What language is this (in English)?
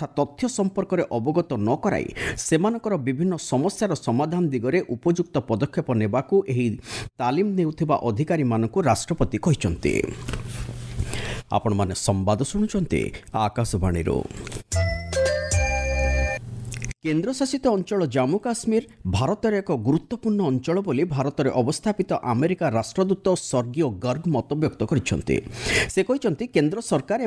Odia